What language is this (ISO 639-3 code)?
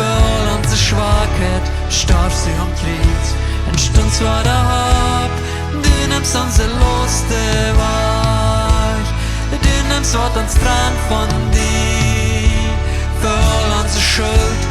pdt